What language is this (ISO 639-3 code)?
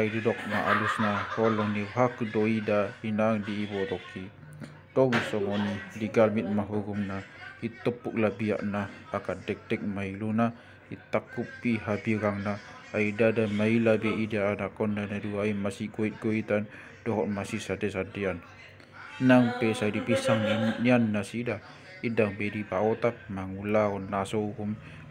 bbc